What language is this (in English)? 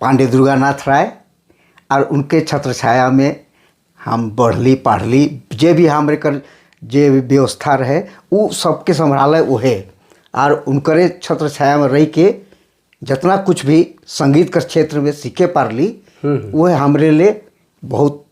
Sadri